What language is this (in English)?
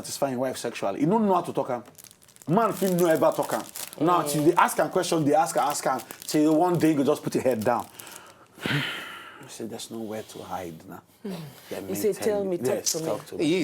Nigerian Pidgin